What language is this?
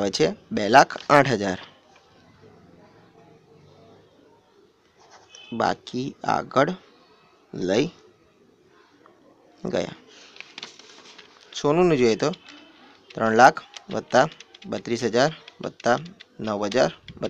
Gujarati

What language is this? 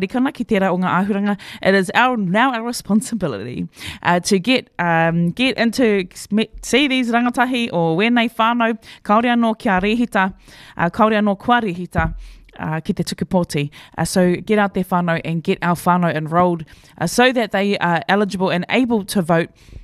Māori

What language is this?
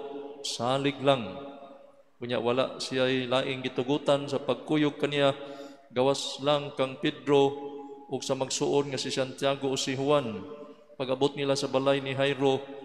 Cebuano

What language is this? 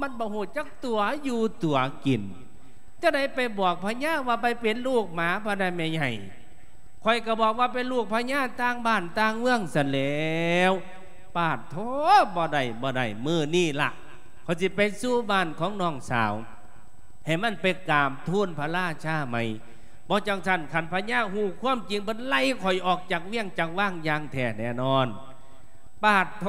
Lao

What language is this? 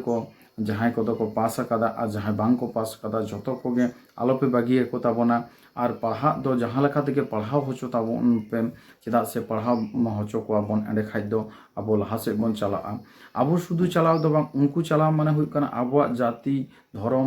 Santali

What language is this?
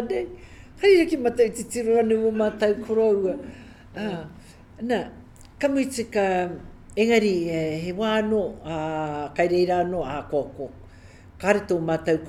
Māori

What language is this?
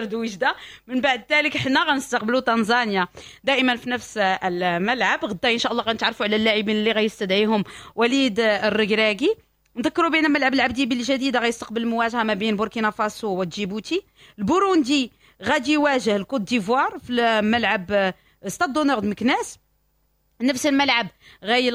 Moroccan Arabic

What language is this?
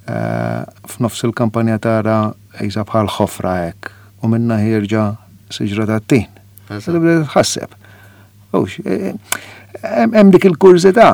Maltese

